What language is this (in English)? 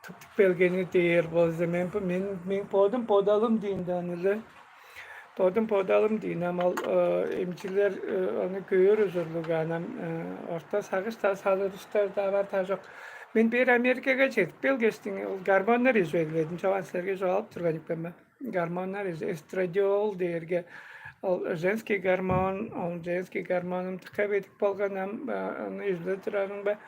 Tuvinian